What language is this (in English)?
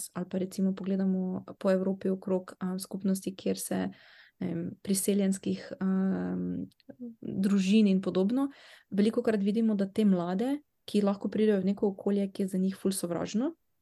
Slovenian